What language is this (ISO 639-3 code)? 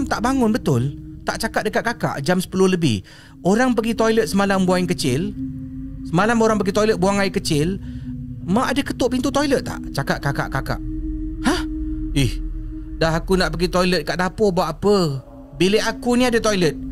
msa